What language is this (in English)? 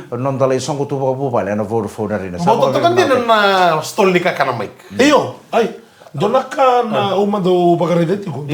Fijian